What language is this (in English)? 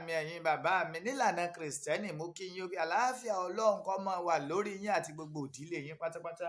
Yoruba